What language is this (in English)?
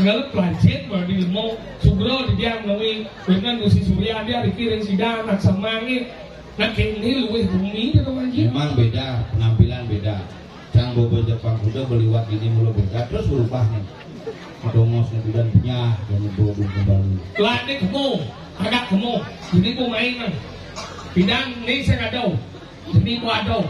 Balinese